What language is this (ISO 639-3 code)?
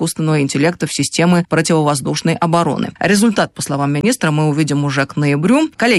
rus